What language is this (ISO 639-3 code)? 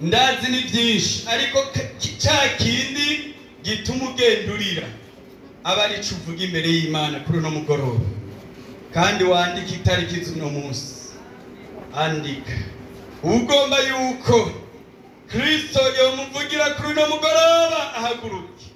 run